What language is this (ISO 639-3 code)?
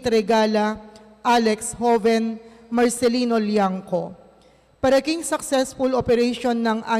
pam